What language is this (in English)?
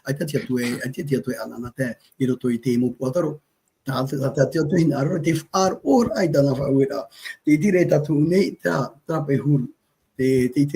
Tahitian